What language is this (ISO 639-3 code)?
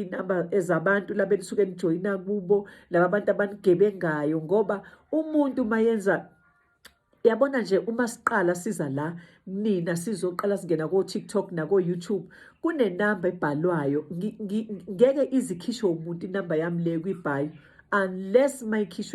zul